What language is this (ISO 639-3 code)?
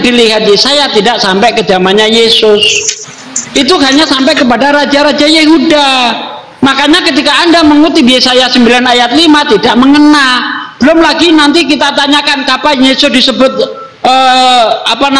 ind